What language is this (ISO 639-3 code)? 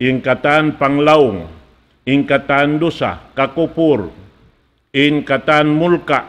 tsg